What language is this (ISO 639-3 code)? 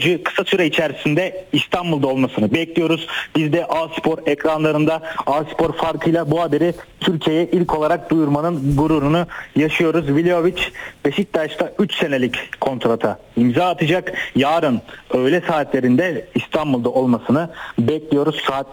tur